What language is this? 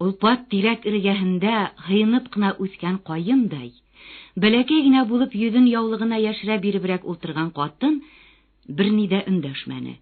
Bashkir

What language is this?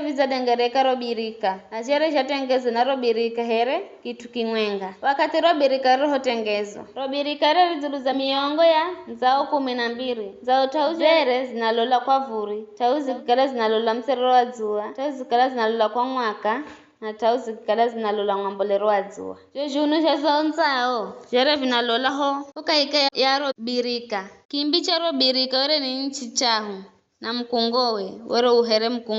Giryama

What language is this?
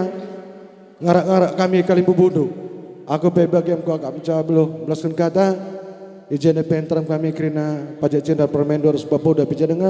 Batak Karo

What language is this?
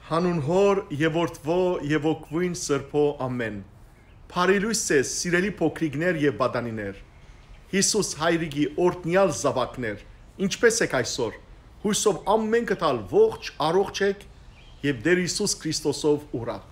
Western Armenian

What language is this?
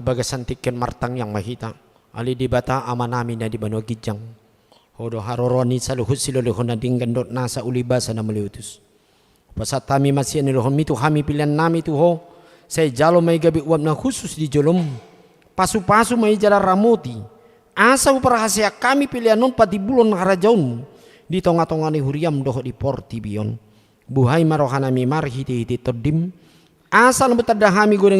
Batak Toba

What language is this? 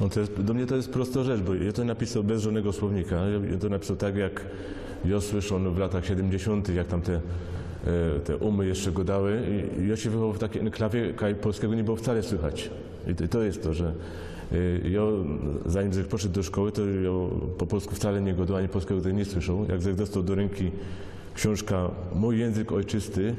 Silesian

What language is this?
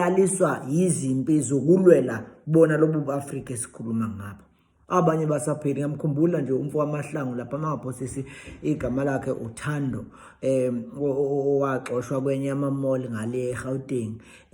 Zulu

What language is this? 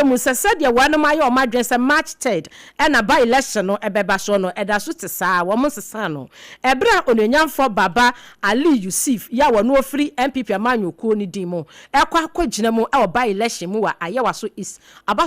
Akan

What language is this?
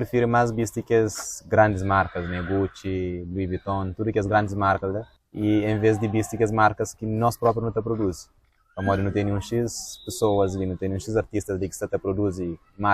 Kabuverdianu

